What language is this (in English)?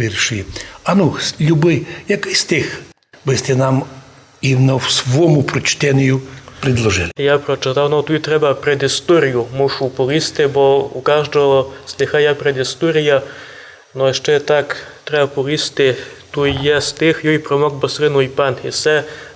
Rusyn